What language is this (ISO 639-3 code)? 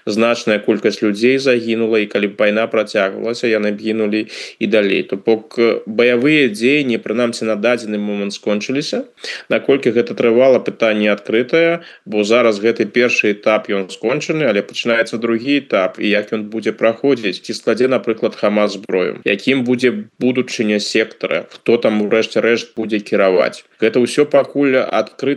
bel